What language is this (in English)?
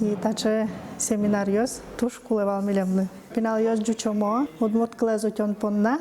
Udmurt